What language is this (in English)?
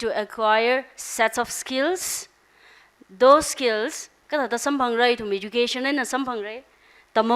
Tangkhul Naga (India)